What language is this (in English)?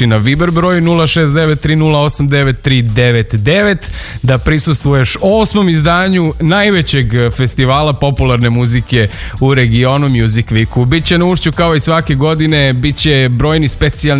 Serbian